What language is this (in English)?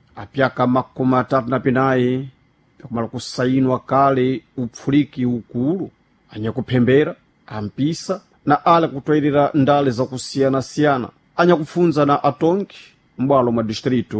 Sena